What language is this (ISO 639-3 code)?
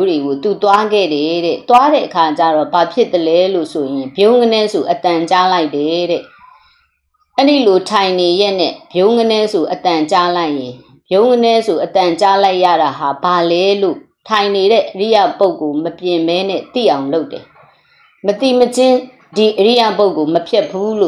mya